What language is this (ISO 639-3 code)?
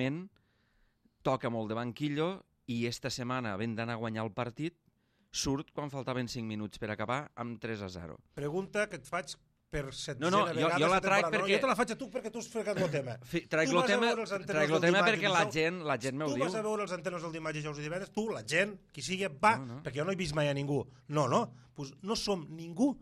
cat